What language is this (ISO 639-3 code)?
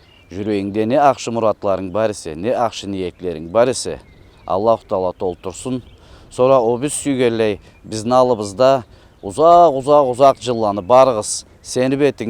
krc